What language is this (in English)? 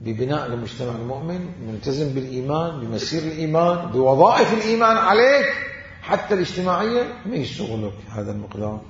Mesopotamian Arabic